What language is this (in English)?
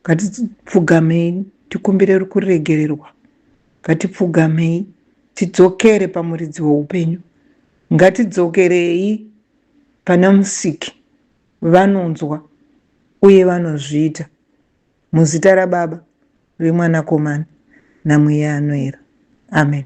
Shona